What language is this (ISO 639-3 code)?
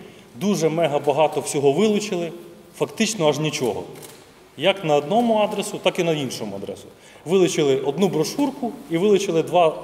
ukr